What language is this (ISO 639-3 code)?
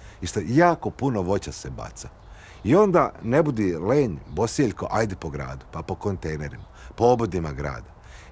srp